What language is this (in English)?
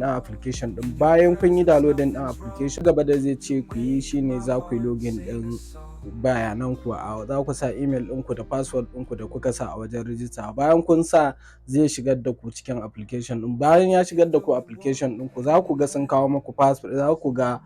Hausa